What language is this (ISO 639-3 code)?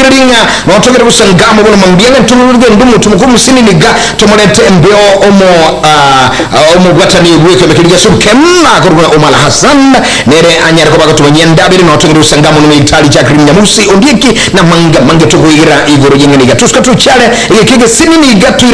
guz